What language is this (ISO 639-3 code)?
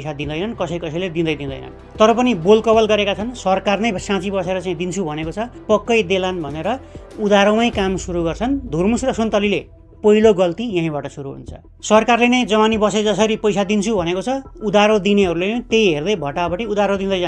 nep